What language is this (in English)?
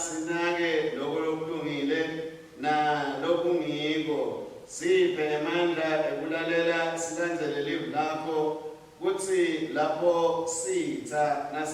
Swati